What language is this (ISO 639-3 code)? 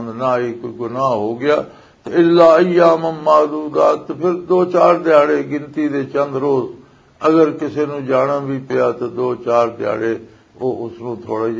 lah